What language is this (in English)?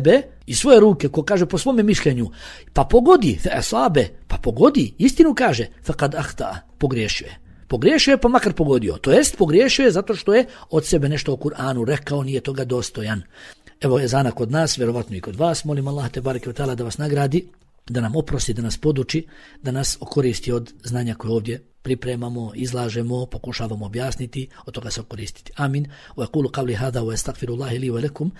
Bosnian